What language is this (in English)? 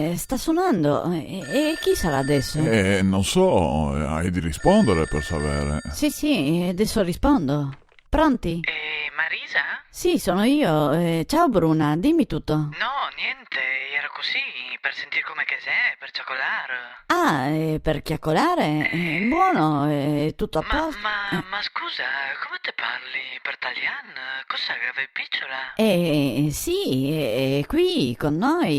Venetian